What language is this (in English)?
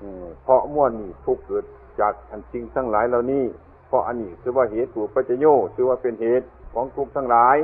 Northeastern Thai